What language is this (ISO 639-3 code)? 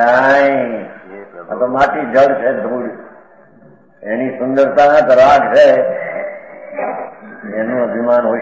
guj